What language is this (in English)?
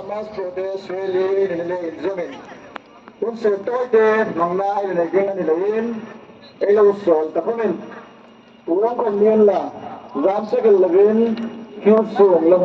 Hmar